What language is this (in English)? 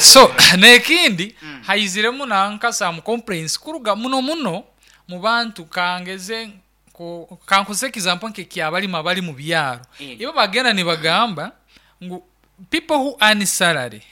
Nyankole